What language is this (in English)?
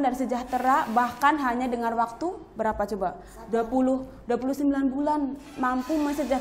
Indonesian